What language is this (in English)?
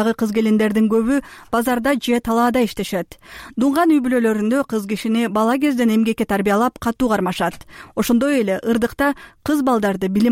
Kyrgyz